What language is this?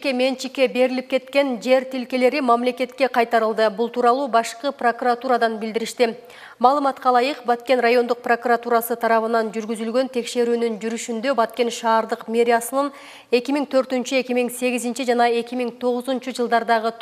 Kyrgyz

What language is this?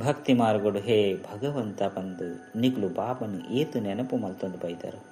Tulu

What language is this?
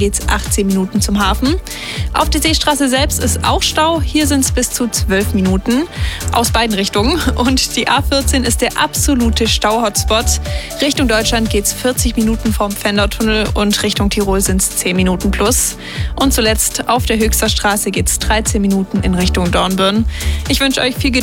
German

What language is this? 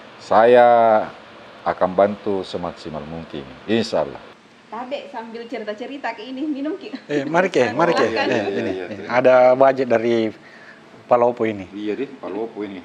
Makassar Malay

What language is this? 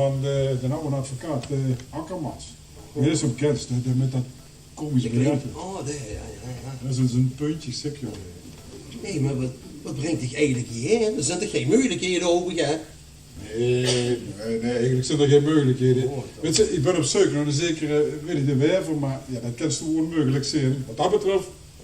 Limburgish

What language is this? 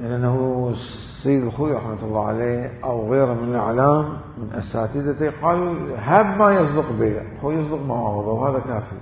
Mesopotamian Arabic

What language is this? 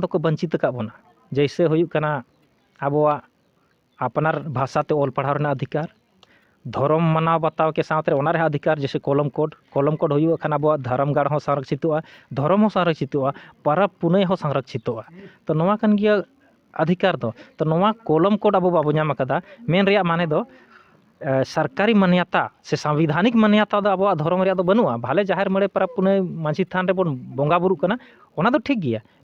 Santali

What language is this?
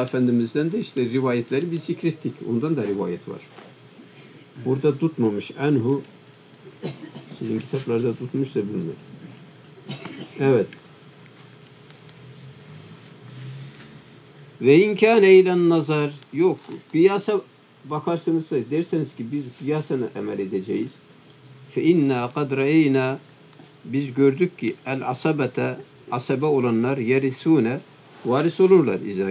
Turkish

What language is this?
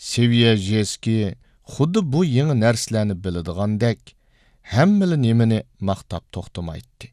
Uyghur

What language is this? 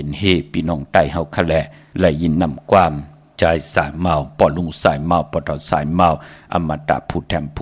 Shan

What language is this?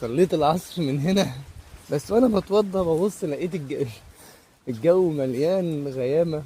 Egyptian Arabic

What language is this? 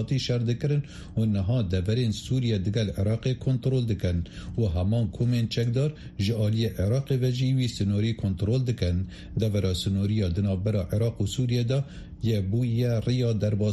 Kurdish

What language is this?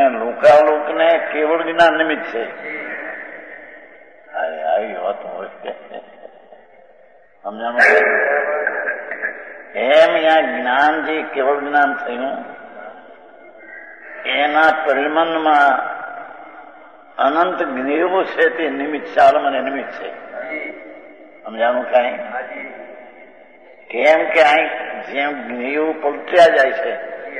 Gujarati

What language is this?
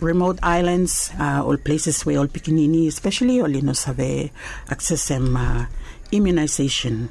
Bislama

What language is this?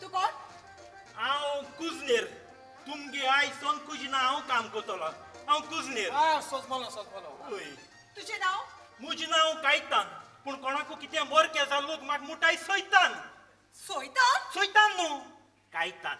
Konkani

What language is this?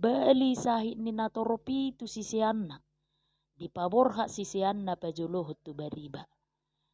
Batak Toba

